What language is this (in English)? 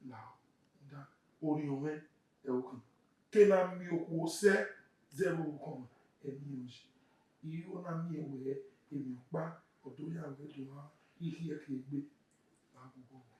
Bini